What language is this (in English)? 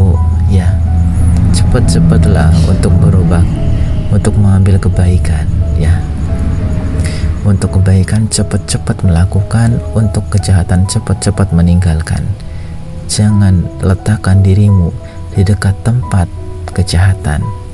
Indonesian